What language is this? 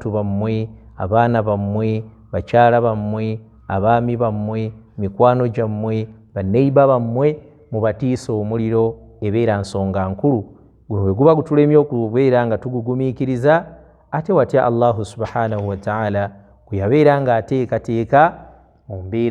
Ganda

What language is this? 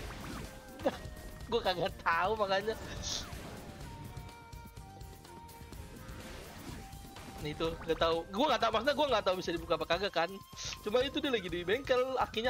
Indonesian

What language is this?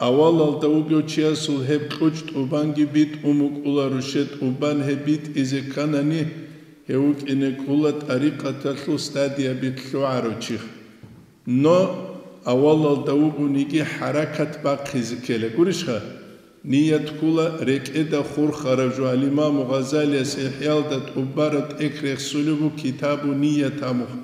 Avaric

